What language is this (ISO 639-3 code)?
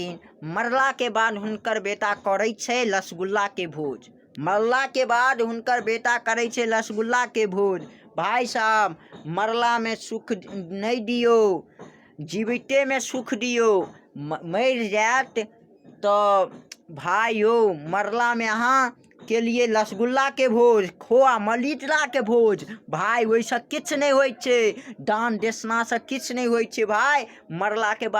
mai